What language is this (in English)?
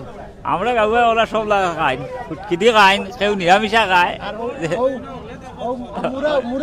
Sylheti